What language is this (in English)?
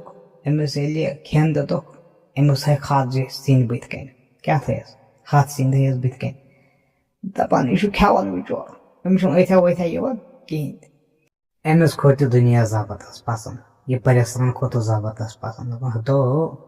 Kashmiri